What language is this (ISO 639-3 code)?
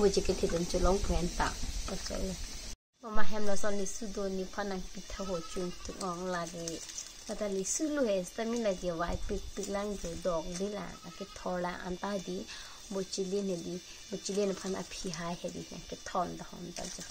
mjw